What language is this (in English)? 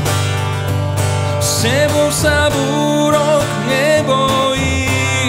Slovak